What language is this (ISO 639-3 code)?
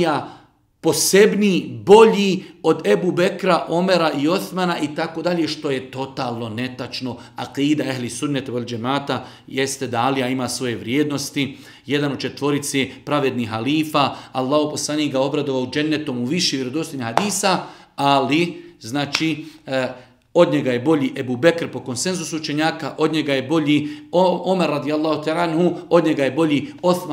bos